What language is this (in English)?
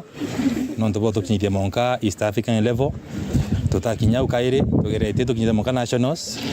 Meru